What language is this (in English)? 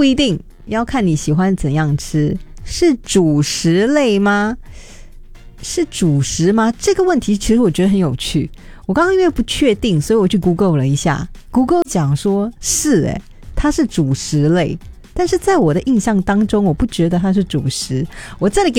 Chinese